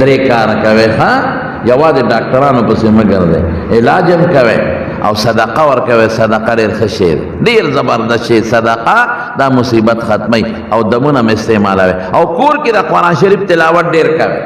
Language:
Pashto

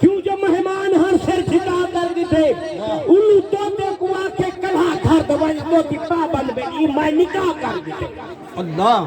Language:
Saraiki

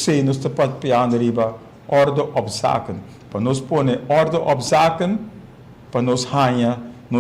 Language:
Papiamento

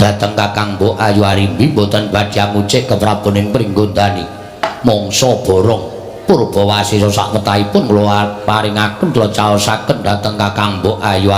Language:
Javanese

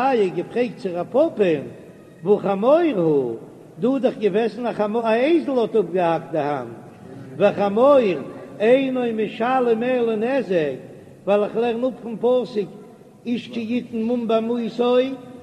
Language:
Yiddish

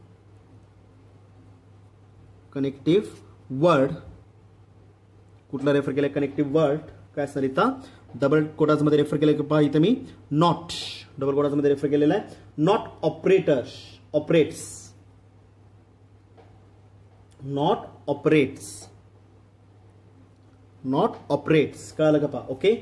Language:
Marathi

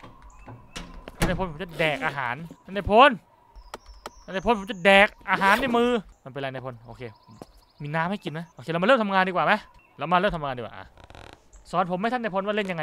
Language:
Thai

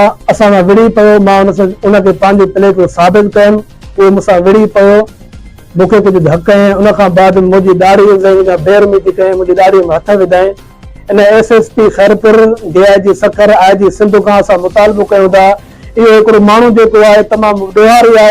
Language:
Sindhi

